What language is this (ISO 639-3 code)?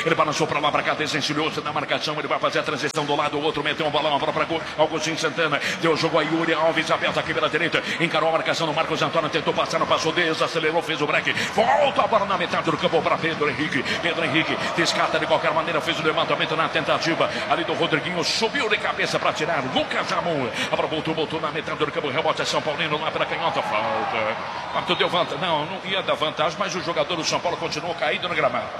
por